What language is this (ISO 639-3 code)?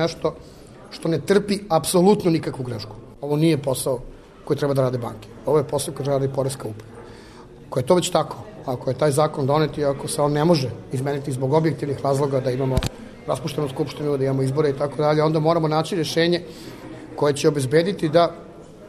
srp